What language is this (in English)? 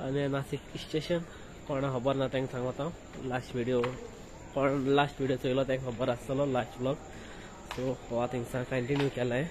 Konkani